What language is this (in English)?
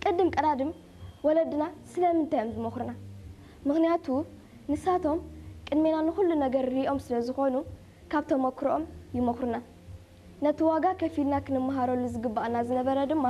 Tigrinya